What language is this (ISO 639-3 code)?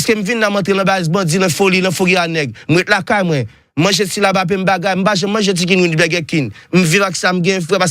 hat